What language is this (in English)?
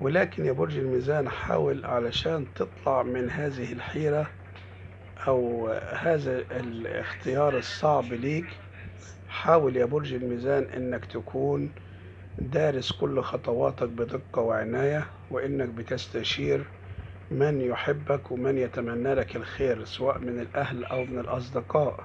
Egyptian Arabic